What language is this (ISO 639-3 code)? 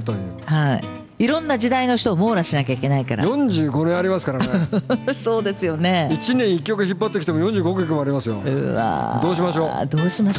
jpn